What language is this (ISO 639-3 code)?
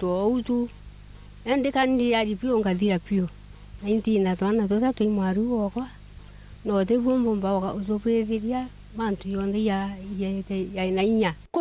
mer